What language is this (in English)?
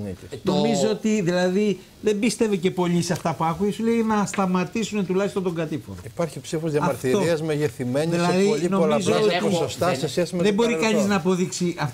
Greek